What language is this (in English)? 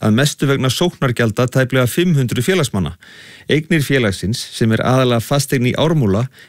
Icelandic